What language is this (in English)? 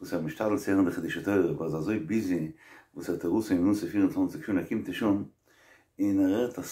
Yiddish